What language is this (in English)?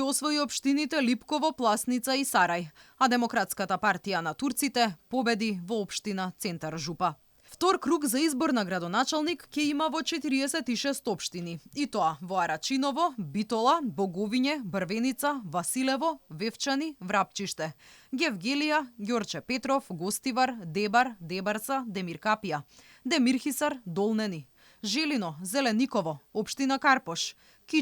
Macedonian